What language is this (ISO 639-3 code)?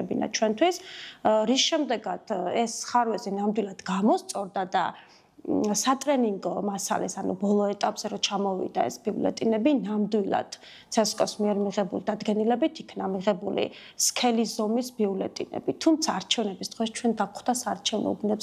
kat